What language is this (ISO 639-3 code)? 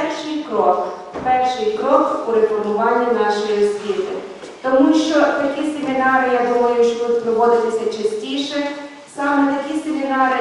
ukr